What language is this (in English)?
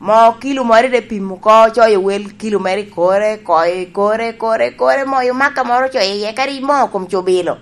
Lango (Uganda)